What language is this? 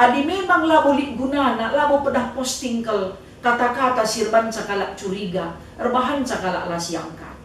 Batak Karo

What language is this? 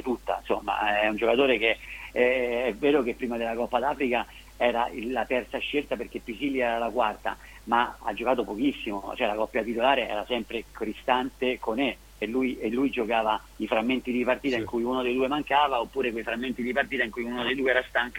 Italian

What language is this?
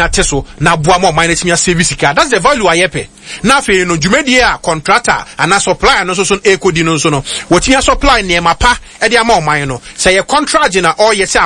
Akan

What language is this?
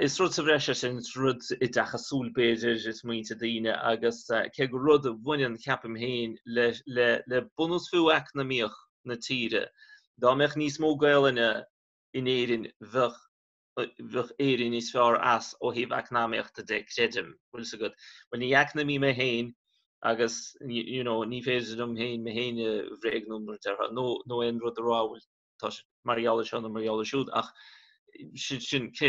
Irish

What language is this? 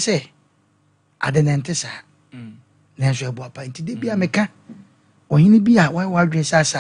Akan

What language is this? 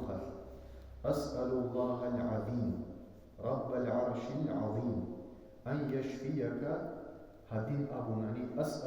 Avaric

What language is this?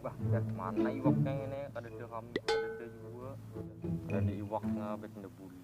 Banjar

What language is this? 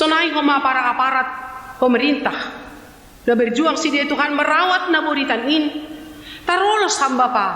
Batak Simalungun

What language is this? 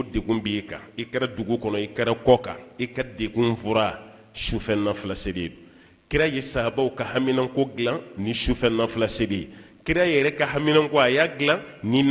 Bambara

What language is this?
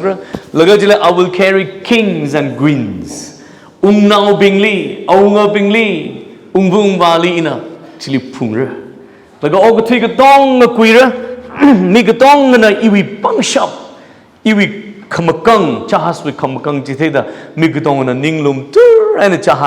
Tangkhul Naga (India)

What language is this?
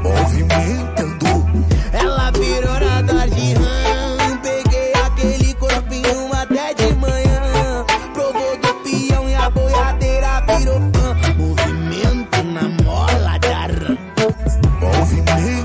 Portuguese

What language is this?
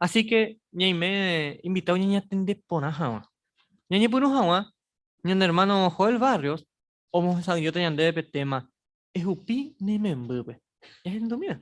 Guarani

